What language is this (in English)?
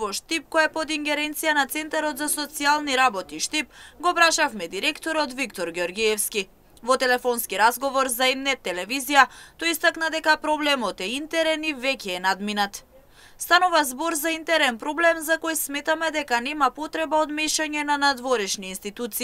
Macedonian